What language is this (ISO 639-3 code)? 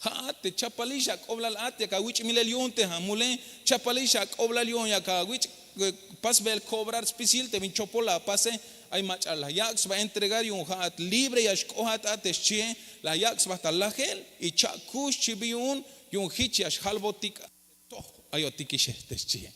tzh